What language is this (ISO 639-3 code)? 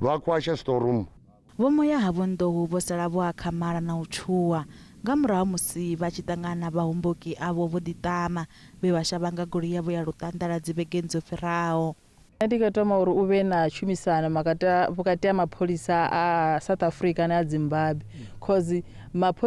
ven